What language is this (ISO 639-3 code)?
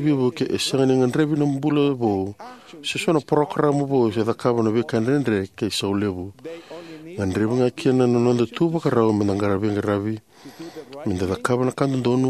fij